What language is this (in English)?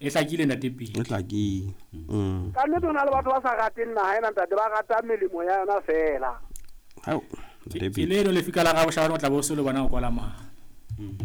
Southern Sotho